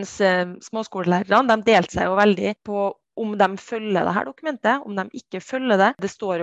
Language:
Norwegian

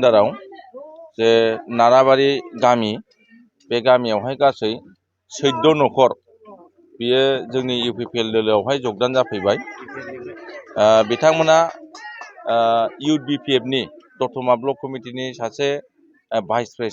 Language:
Bodo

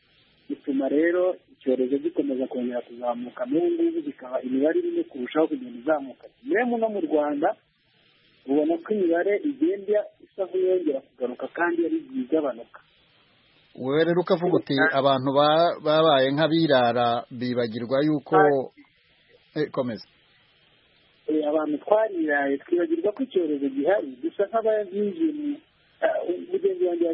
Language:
Kinyarwanda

